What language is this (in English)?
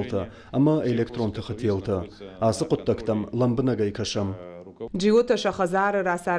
Ossetic